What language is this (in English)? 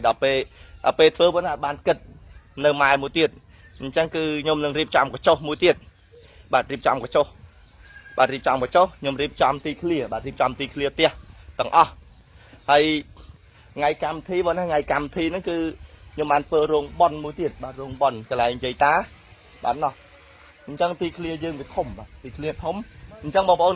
Khmer